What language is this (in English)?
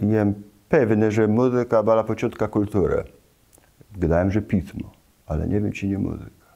Kashubian